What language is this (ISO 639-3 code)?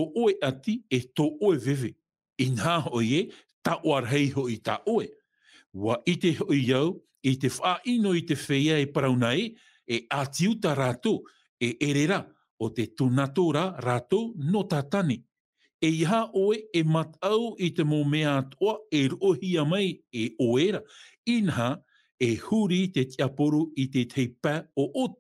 tah